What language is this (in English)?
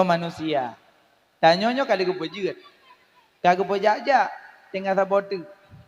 Achinese